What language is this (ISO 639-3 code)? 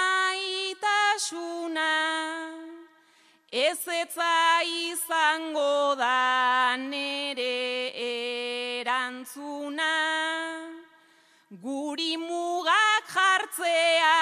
eus